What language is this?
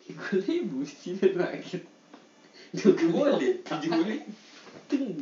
Minangkabau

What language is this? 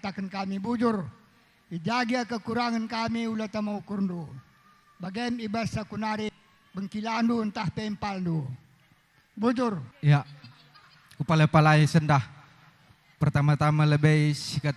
Batak Karo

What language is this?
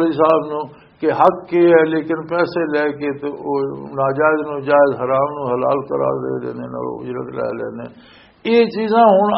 Western Panjabi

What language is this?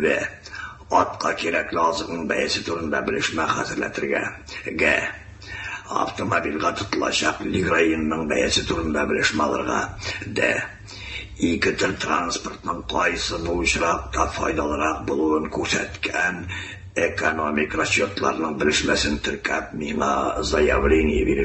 Tatar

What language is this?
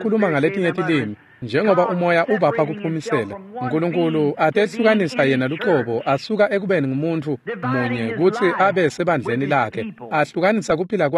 Swati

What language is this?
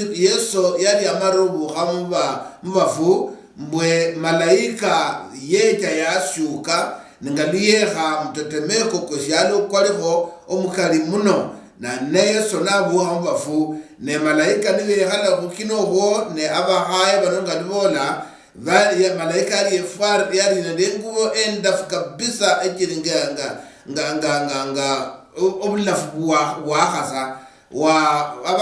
Luyia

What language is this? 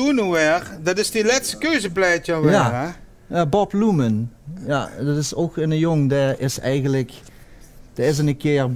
Limburgish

